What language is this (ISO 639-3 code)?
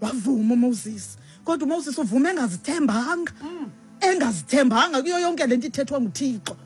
xho